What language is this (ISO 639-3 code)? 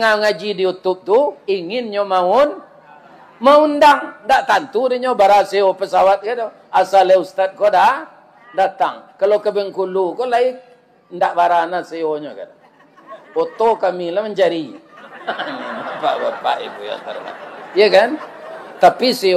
min